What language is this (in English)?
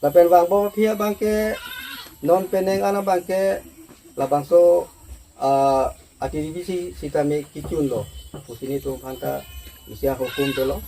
Karbi